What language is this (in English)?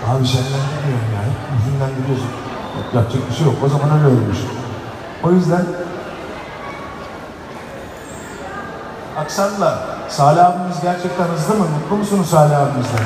Turkish